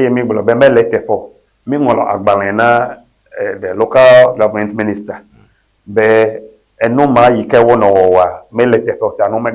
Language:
Ewe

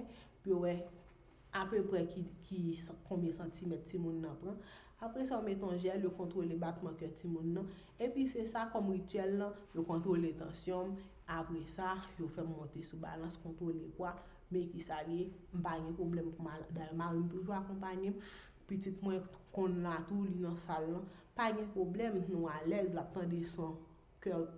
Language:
Haitian Creole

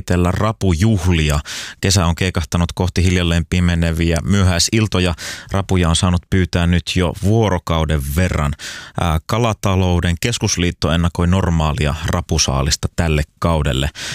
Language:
Finnish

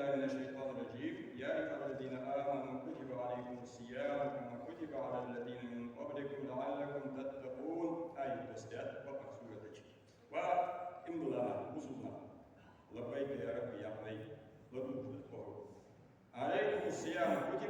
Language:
Ingush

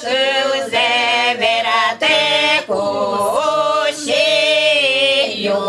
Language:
Udmurt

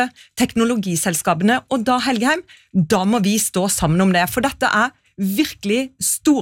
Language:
Norwegian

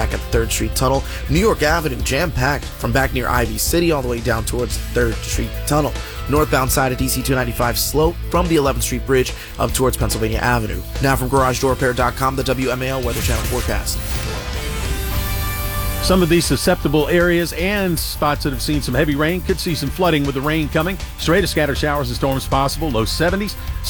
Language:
English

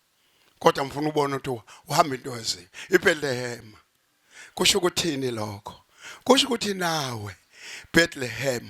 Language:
Zulu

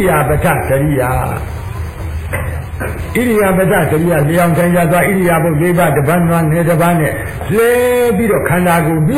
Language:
Burmese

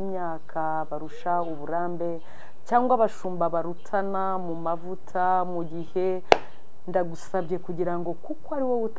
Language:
Kinyarwanda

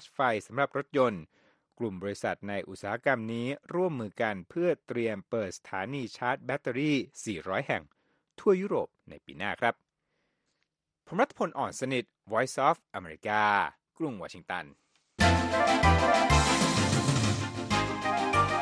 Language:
Thai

